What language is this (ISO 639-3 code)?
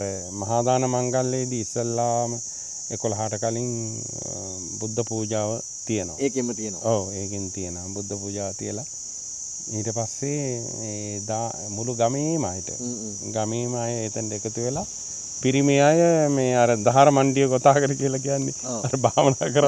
sin